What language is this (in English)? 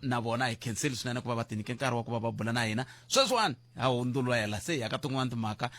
Tsonga